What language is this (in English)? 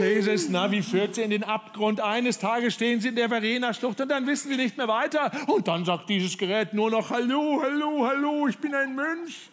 Swiss German